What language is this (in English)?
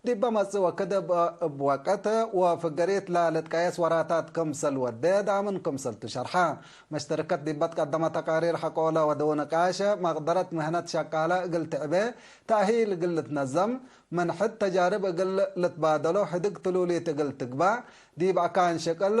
Tigre